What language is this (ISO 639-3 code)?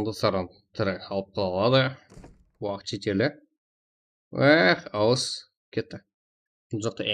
kaa